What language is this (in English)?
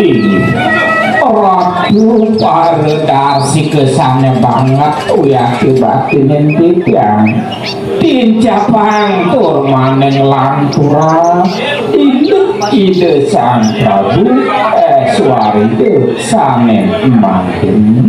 Balinese